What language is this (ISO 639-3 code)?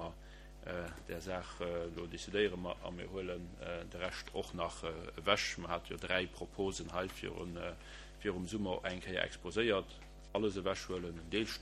ltz